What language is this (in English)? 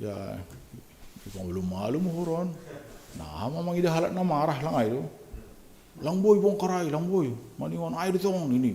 Batak Simalungun